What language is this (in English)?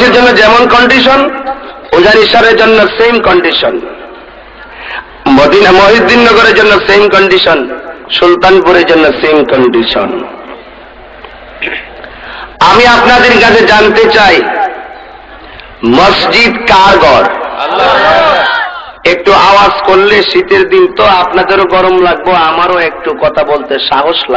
Bangla